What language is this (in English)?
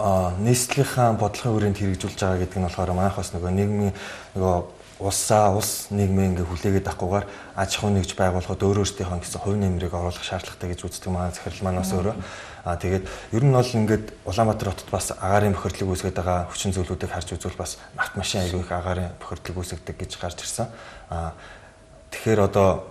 Mongolian